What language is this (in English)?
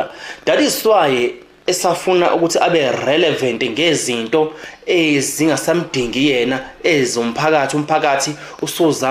Zulu